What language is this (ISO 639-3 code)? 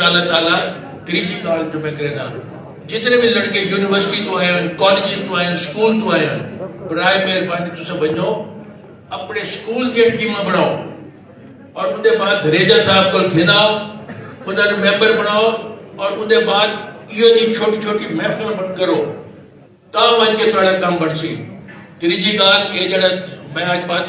skr